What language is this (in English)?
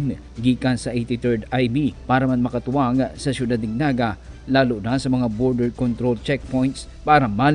Bikol